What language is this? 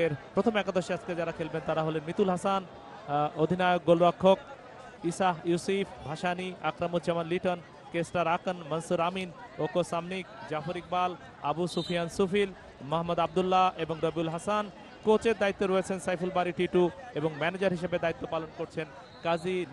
Bangla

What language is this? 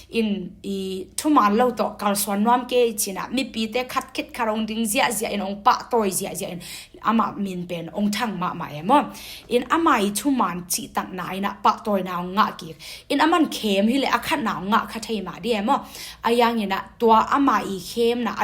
Tedim Chin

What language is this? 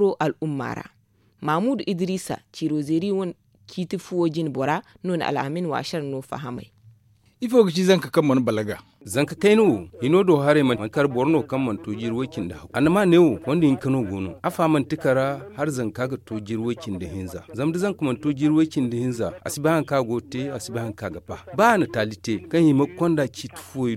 Zarma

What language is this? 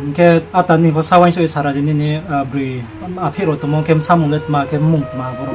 Riang (India)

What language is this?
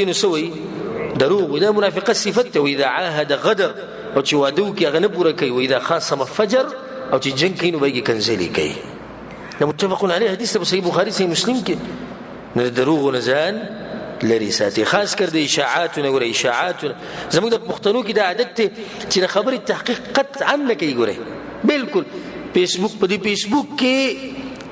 Pashto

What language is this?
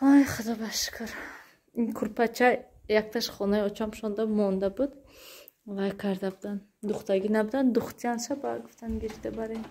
Tajik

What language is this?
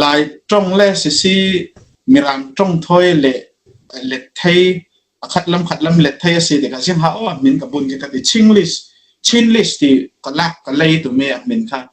Falam Chin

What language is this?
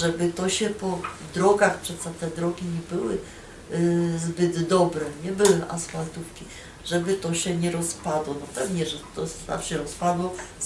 Silesian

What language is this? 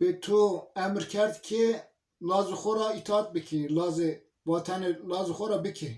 Zaza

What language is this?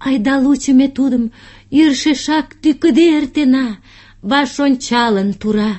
Mari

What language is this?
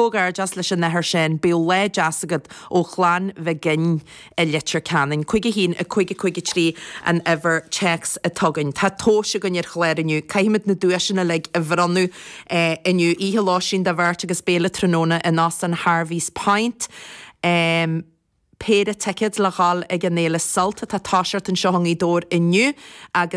Irish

